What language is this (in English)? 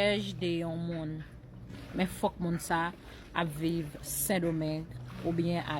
Haitian Creole